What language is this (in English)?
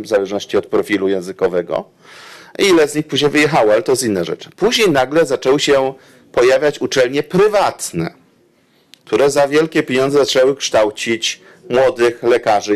Polish